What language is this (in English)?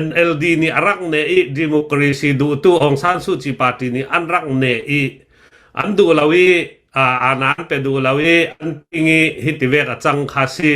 Hakha Chin